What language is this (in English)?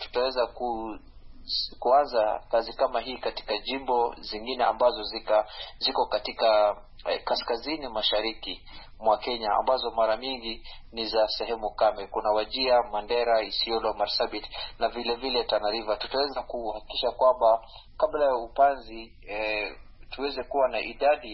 Swahili